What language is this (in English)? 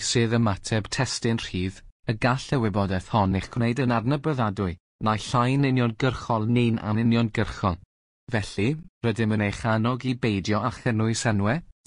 Welsh